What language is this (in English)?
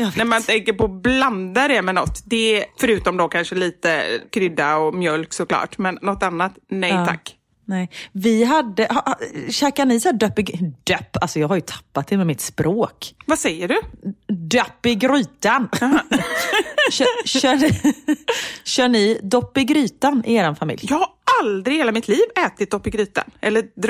Swedish